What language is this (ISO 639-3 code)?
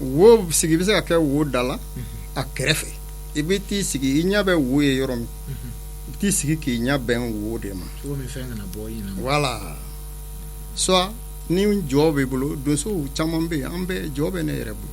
bam